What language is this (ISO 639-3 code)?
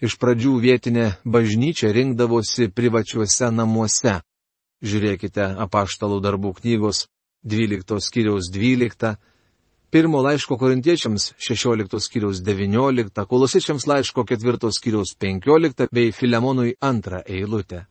lit